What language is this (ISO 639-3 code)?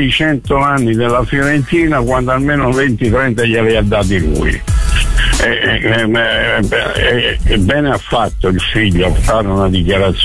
ita